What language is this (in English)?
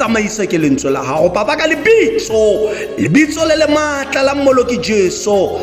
Tswana